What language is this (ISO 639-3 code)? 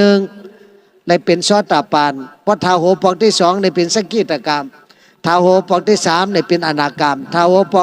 shn